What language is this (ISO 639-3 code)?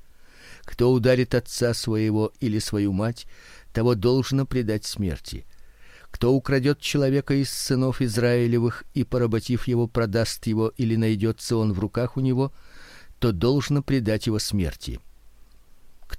rus